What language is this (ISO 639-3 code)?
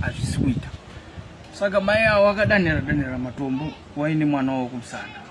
sna